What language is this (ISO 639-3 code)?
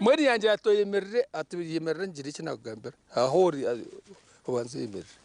nyn